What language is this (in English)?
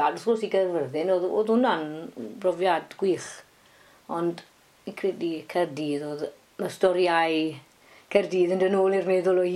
Welsh